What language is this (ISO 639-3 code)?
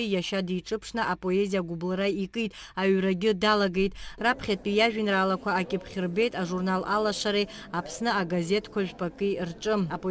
abk